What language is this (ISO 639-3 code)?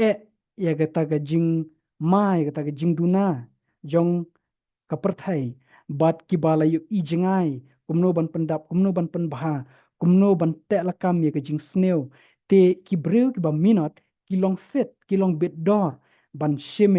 kha